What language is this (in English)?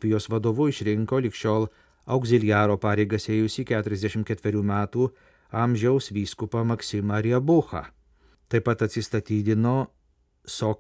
Lithuanian